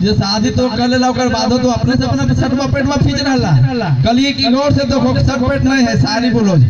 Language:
Magahi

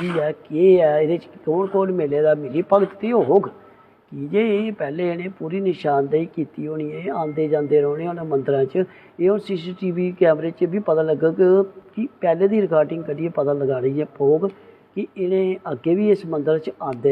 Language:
Dogri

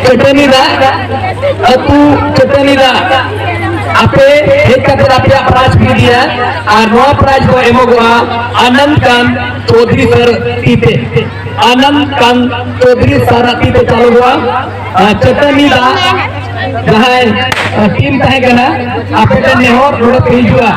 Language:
Santali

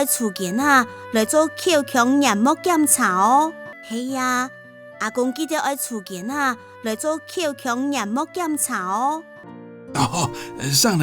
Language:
Hakka Chinese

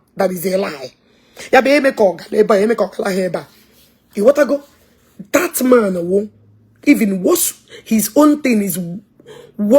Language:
Igbo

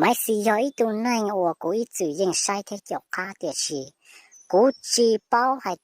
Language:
Hmong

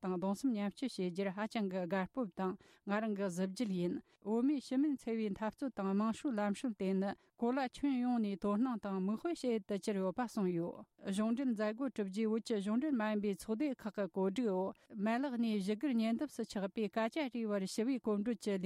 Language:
Tibetan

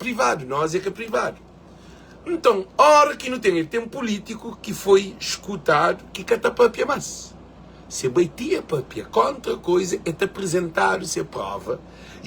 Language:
Kabuverdianu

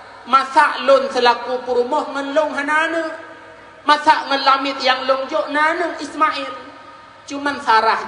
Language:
Achinese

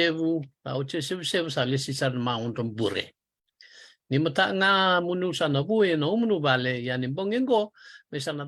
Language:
Fijian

